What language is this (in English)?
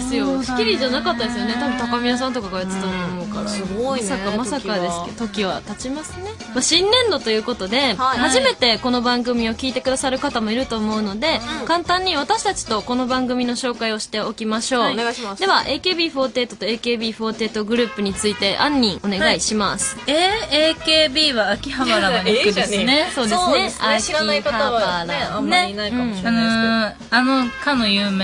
Japanese